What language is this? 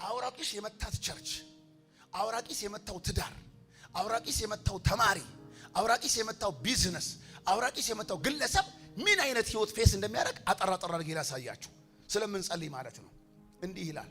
Amharic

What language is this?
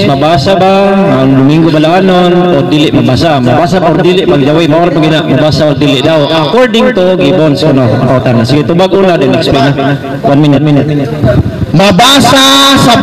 Cebuano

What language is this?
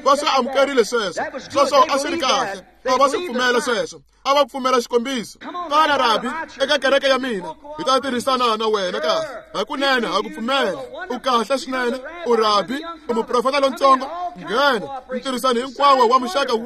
Tsonga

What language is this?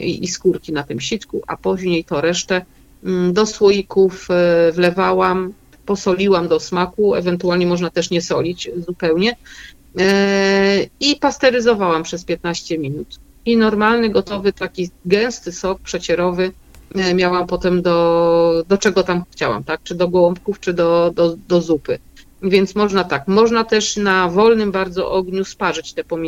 Polish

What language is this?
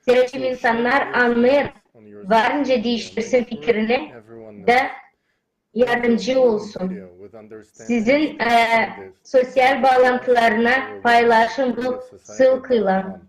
Gagauz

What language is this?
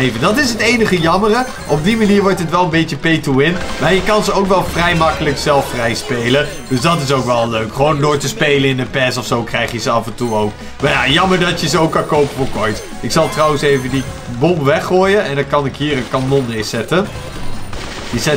Dutch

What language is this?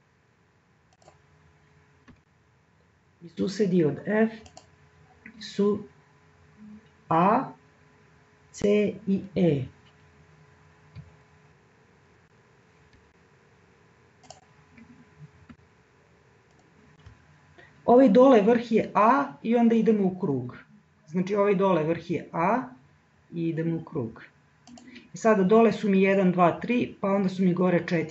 Serbian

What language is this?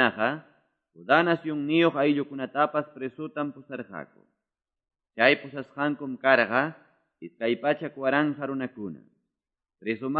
Quechua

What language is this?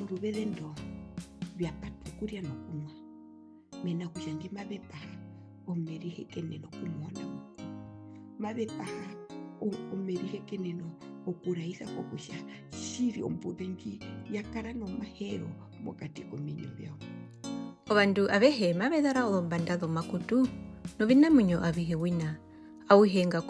Herero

